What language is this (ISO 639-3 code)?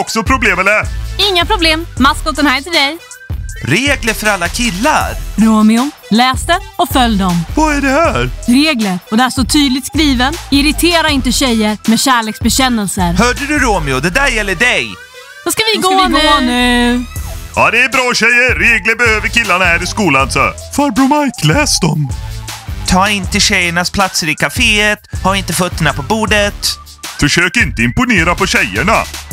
swe